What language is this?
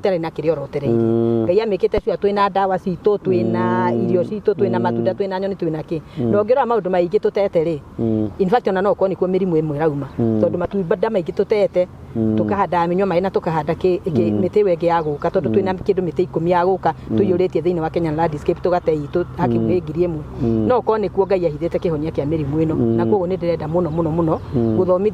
Kikuyu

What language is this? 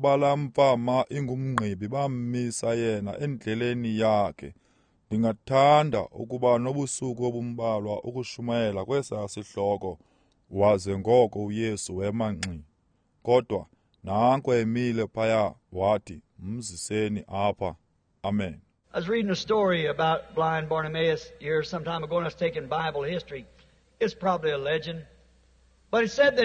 Xhosa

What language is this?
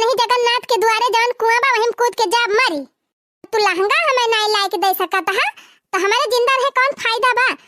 Awadhi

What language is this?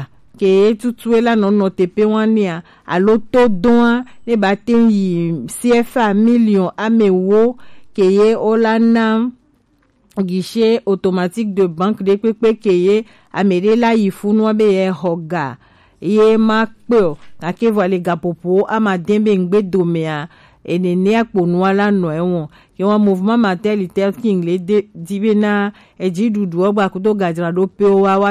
Gen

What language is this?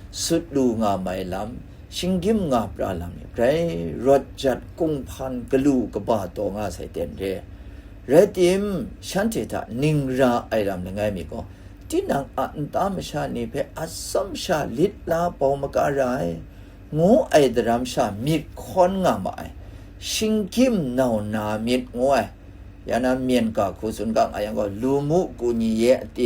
Kachin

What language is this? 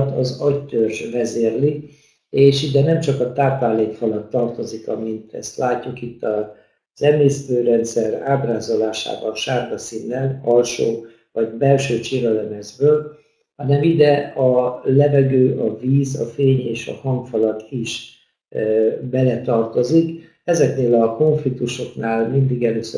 Hungarian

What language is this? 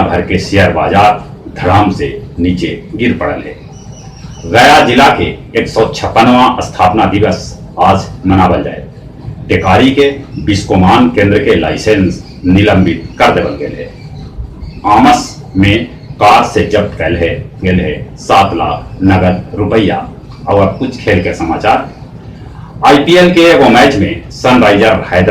Magahi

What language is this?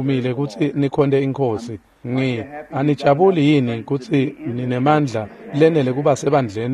Swati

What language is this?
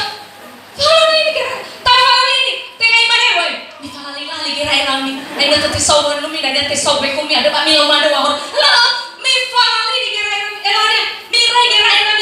Nias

